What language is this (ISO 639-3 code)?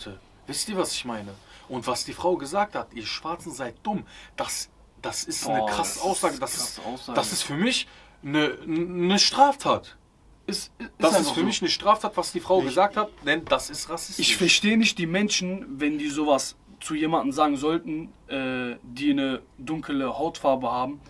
deu